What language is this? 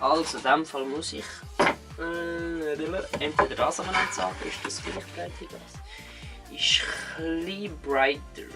Swiss German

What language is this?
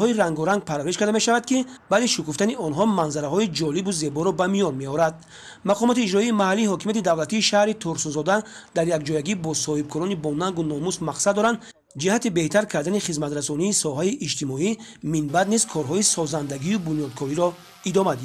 Tajik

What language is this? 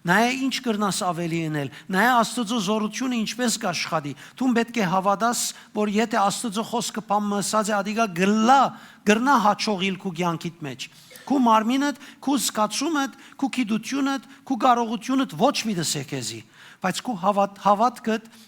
Western Armenian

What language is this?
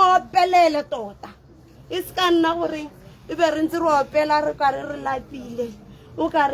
Tswana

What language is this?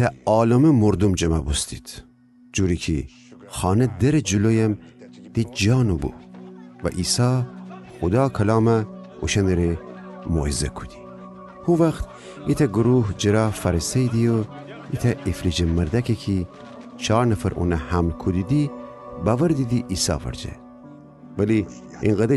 Gilaki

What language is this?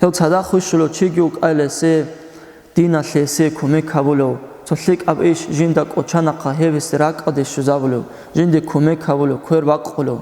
Avaric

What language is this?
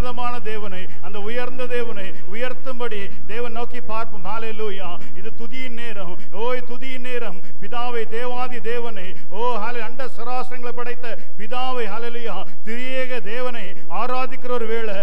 Tamil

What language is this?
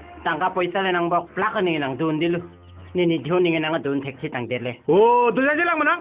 Karbi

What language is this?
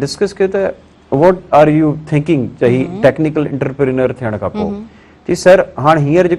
Sindhi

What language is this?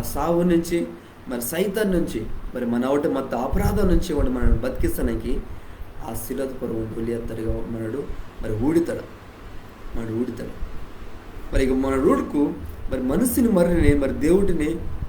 Koya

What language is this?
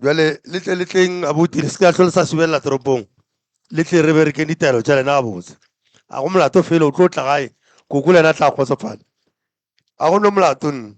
Northern Sotho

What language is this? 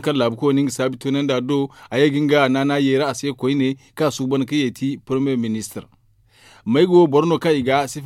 Zarma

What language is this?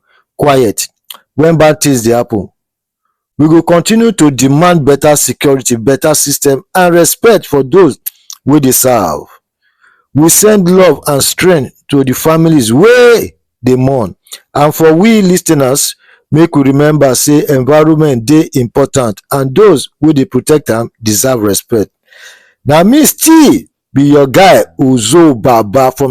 Nigerian Pidgin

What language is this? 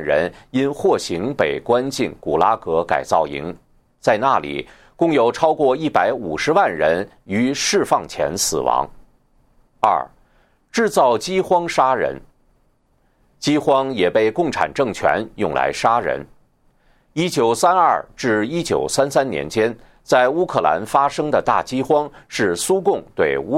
Chinese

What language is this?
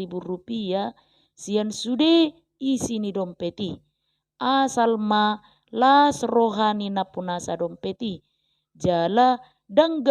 Batak Toba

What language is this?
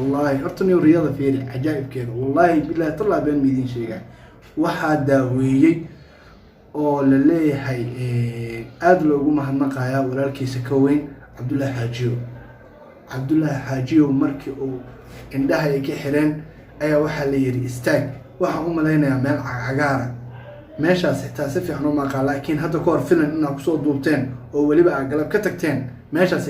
Somali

